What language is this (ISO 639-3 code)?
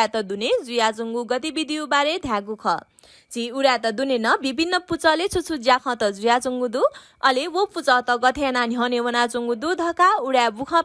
new